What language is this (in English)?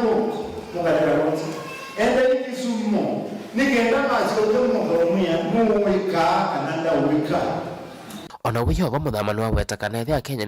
Kamba